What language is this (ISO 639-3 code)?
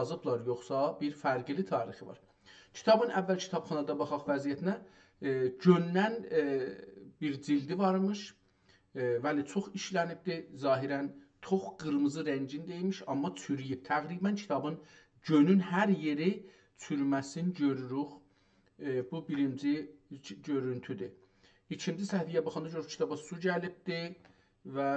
azb